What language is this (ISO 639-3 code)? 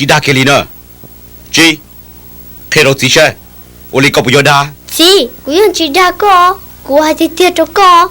hmn